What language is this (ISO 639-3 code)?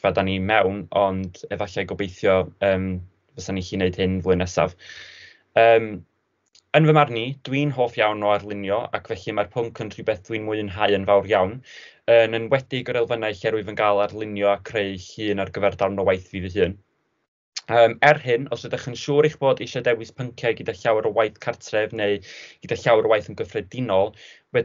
cym